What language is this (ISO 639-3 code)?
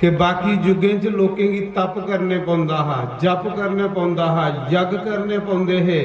doi